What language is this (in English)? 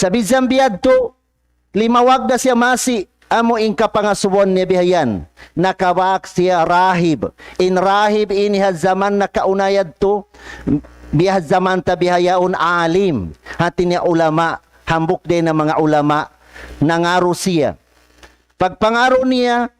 Tausug